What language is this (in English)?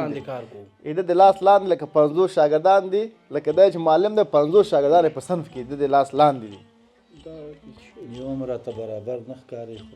Pashto